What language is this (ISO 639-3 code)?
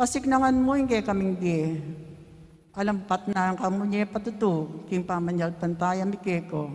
pam